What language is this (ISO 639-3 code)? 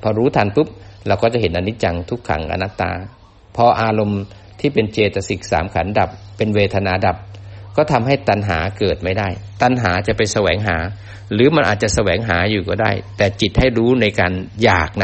tha